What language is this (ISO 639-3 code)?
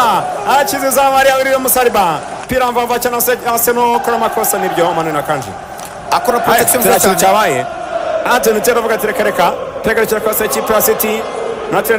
kin